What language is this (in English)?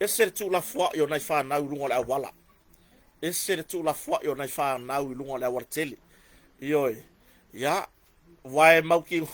Samoan